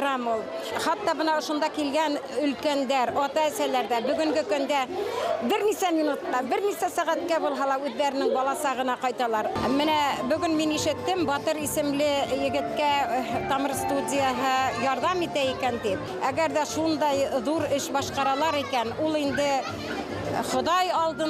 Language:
Bashkir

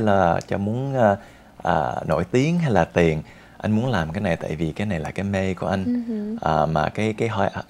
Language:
Vietnamese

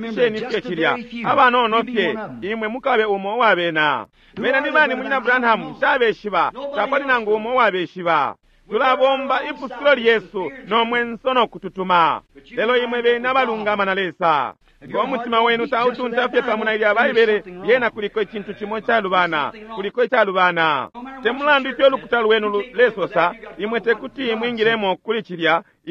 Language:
Bemba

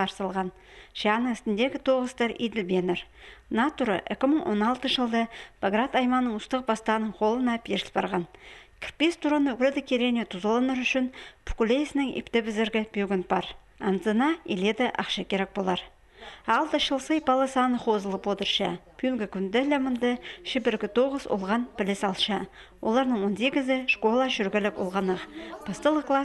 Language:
Khakas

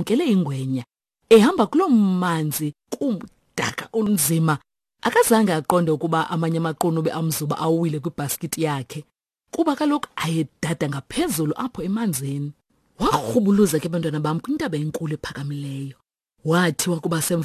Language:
Xhosa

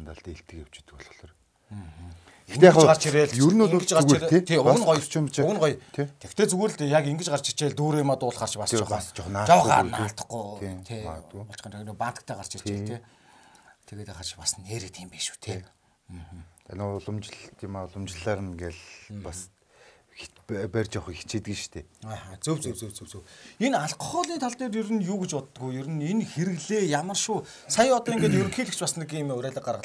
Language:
Mongolian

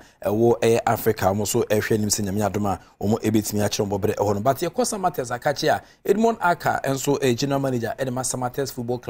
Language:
Akan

